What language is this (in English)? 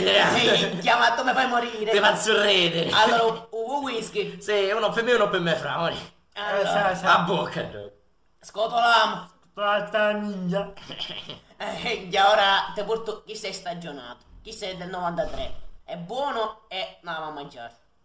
Sicilian